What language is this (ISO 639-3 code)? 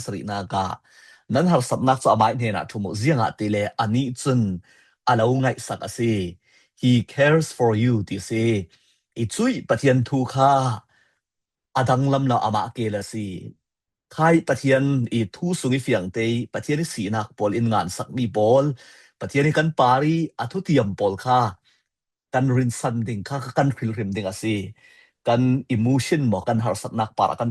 cfm